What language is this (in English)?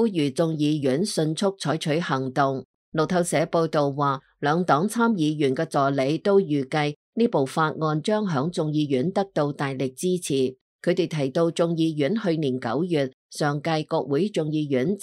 Cantonese